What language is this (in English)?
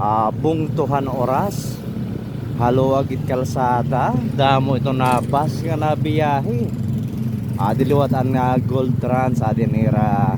Waray